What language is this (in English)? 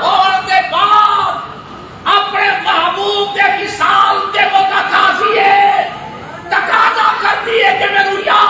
Saraiki